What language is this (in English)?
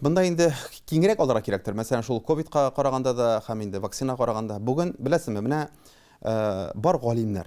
Tatar